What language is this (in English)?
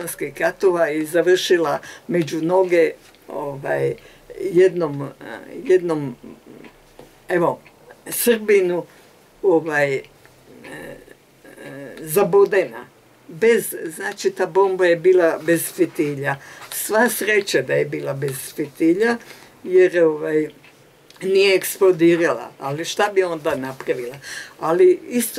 Croatian